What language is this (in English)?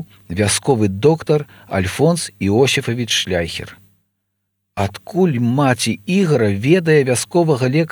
Belarusian